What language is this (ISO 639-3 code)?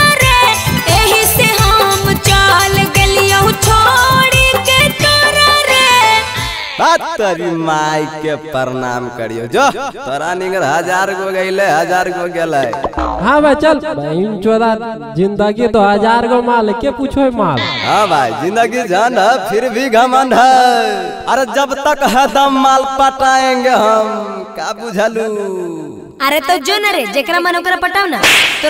mag